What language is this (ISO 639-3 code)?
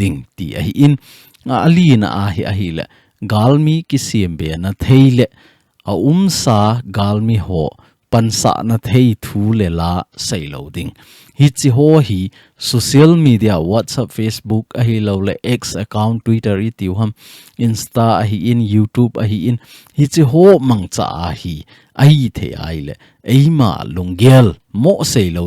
tcz